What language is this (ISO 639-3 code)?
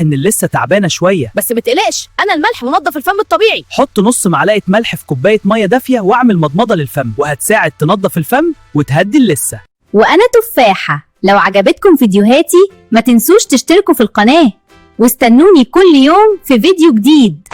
arz